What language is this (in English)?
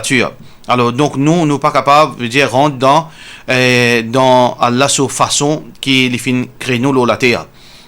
Morisyen